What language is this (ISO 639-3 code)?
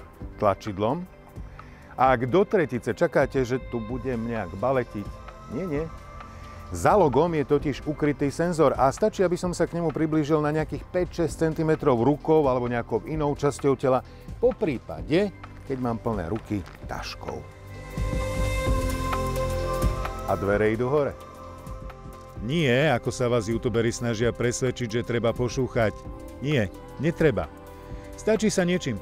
slk